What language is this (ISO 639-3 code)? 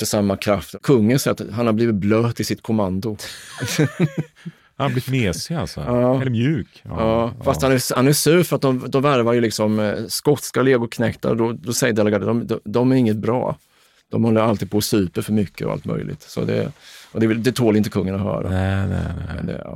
swe